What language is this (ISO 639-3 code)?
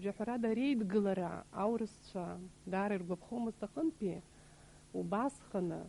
abk